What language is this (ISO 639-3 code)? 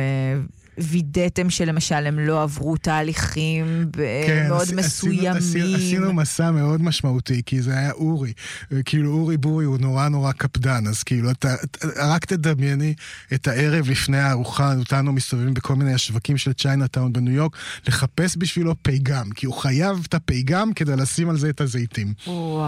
heb